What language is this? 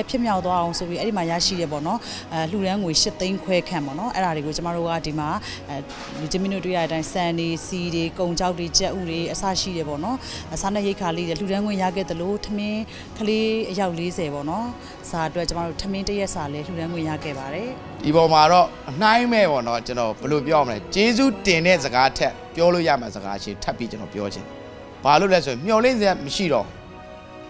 Burmese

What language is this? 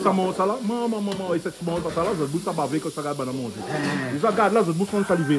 Réunion Creole French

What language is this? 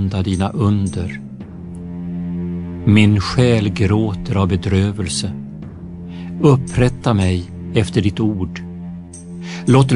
Swedish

